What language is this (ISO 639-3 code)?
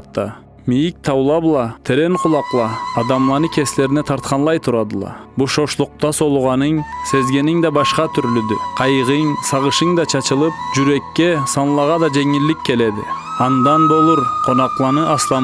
krc